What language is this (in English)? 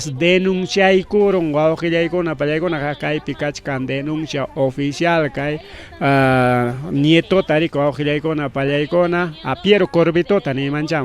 Ayacucho Quechua